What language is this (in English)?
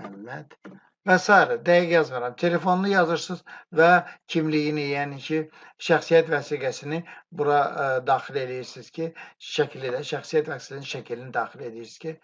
Azerbaijani